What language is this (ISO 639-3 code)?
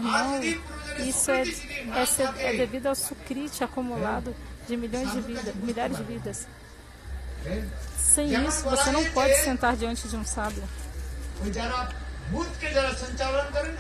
por